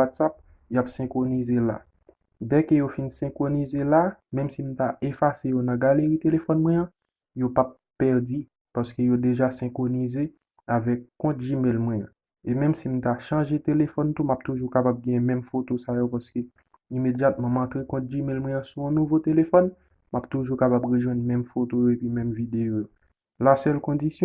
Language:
Haitian Creole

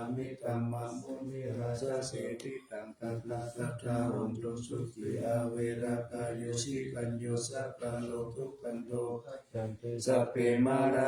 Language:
Pali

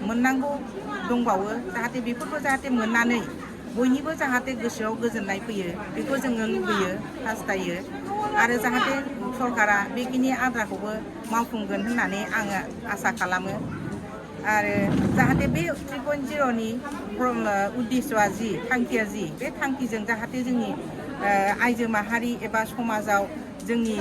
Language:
Bodo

